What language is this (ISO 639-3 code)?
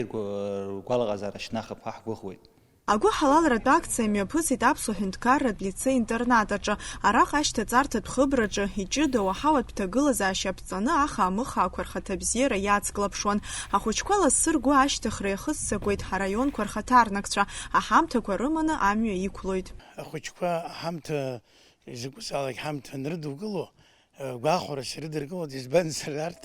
abk